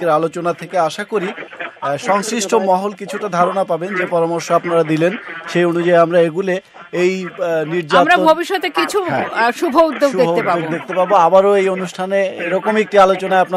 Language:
Bangla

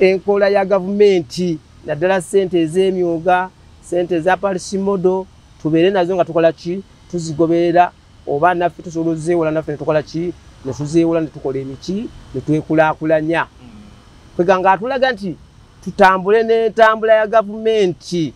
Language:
Ganda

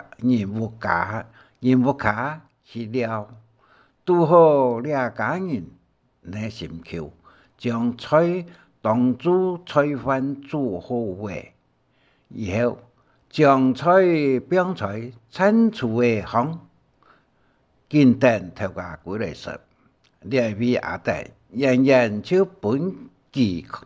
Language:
Hakka Chinese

